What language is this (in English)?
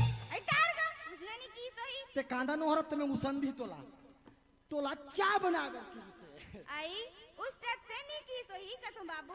Chhattisgarhi